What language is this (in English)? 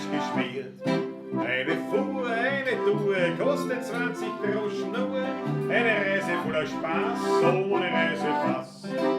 Bavarian